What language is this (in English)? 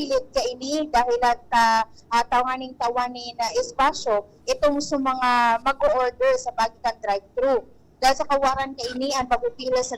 Bikol